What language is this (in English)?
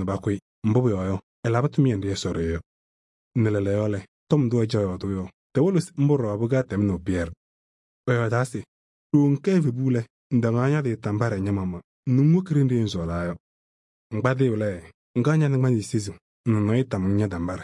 Kabiyè